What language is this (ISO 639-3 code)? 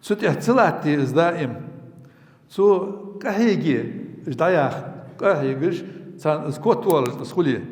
inh